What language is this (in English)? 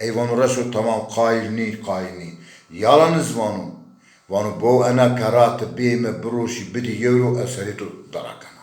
Zaza